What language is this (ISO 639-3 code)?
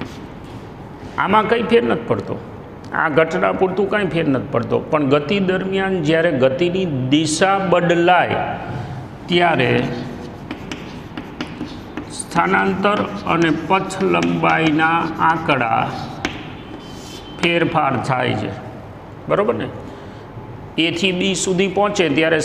guj